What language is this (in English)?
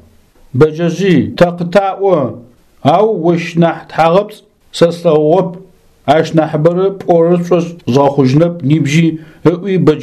Adyghe